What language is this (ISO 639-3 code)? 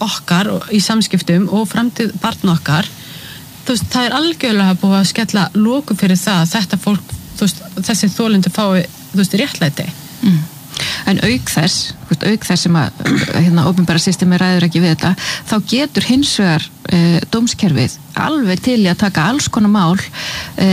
isl